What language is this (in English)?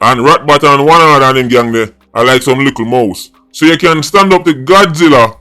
Jamaican Creole English